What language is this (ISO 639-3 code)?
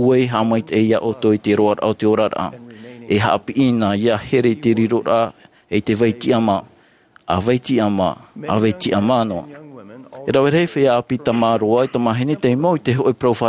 tah